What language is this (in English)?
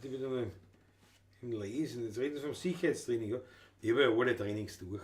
Bavarian